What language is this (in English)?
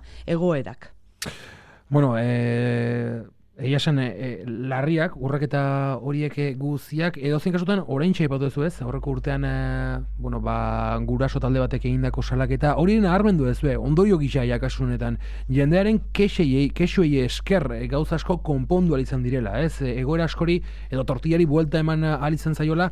Basque